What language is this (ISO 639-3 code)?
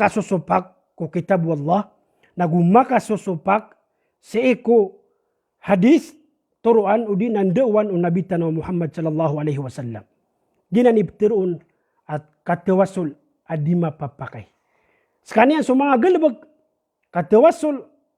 mrw